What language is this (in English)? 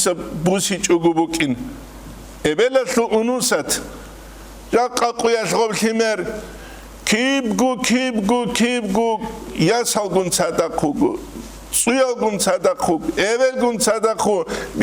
Avaric